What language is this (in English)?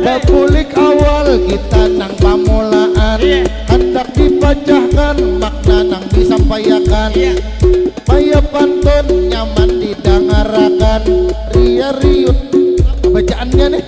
Banjar